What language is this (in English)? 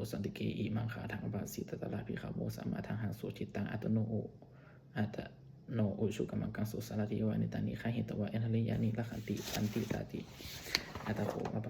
Pali